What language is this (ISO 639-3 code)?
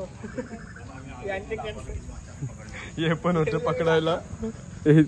mar